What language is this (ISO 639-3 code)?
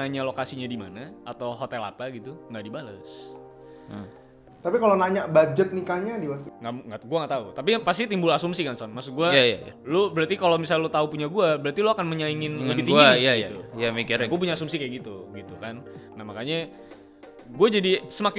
ind